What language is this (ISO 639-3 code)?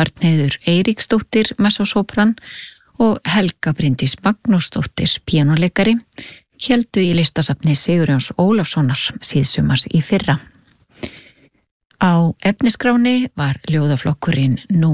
isl